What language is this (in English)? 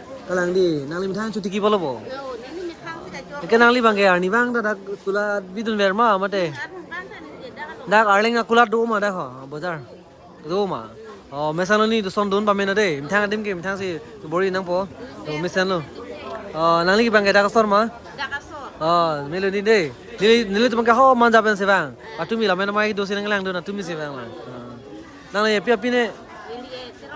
Karbi